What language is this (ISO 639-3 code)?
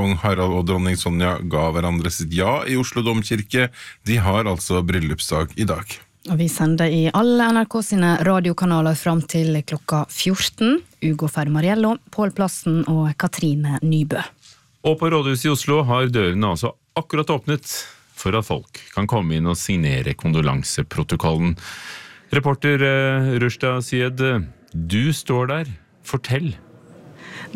nor